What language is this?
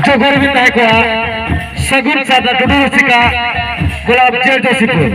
Santali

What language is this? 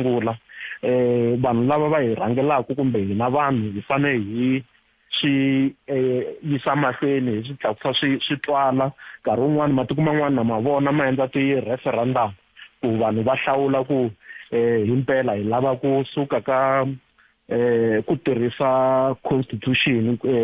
Tsonga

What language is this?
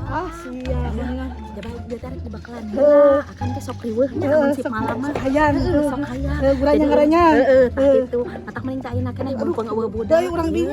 Sundanese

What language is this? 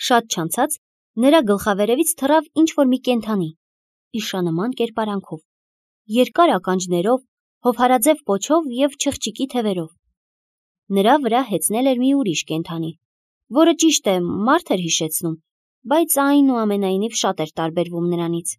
Armenian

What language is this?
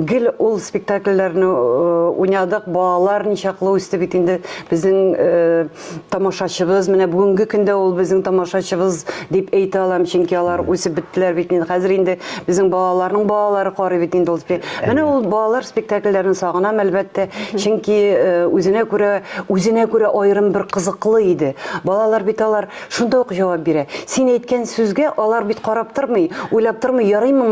Tatar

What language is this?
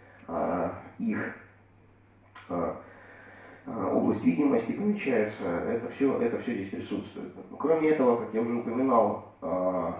Russian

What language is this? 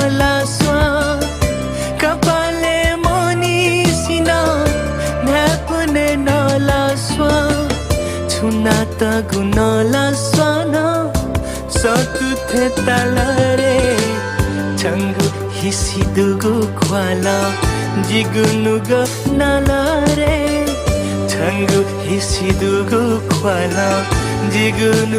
Newari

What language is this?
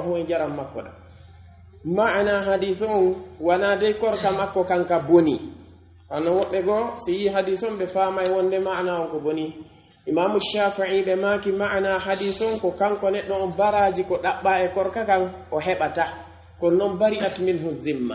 Pular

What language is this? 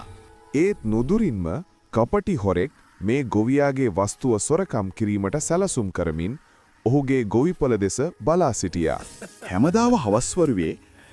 Sinhala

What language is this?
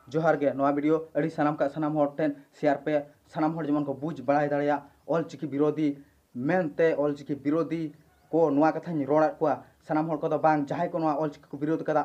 Santali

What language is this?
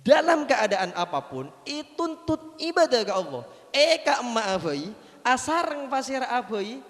Madurese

